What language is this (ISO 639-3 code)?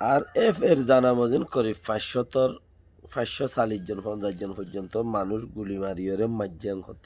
rhg